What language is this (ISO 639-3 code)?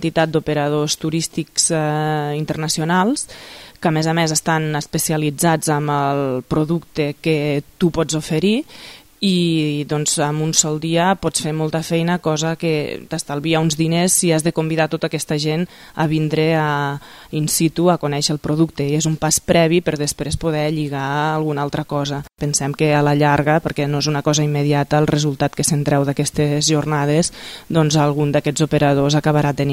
cat